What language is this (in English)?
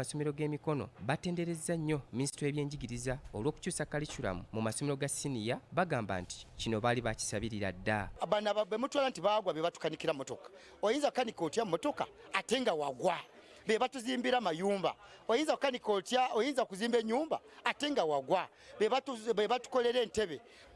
Ganda